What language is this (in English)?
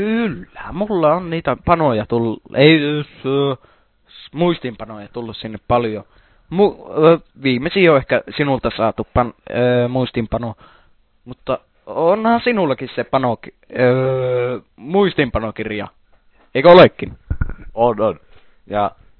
Finnish